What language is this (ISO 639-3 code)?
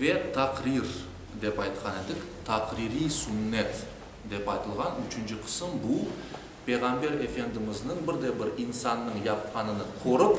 crh